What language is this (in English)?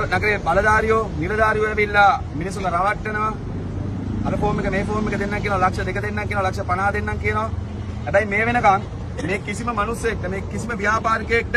Sinhala